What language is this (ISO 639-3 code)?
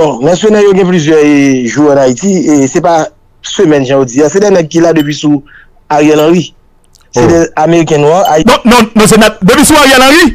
hat